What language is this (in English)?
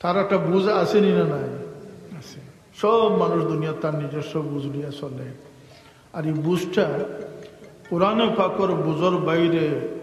Sylheti